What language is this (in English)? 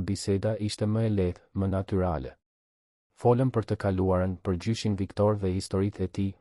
Albanian